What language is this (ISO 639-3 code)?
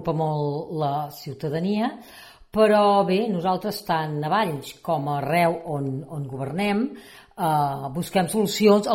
cat